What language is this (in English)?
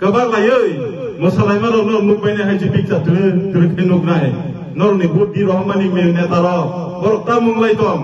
Kok Borok